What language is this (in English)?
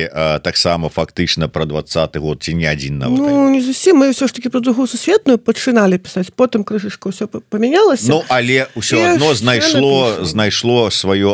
Belarusian